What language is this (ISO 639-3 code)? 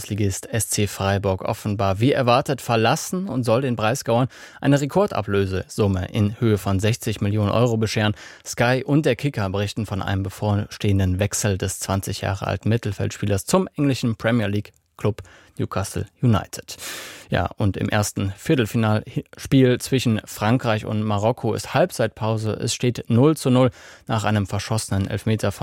deu